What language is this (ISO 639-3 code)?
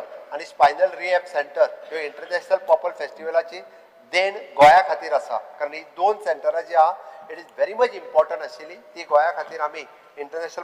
kok